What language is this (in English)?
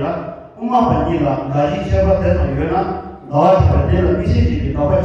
Tibetan